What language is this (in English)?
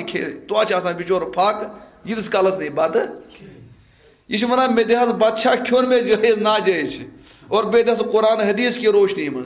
Kashmiri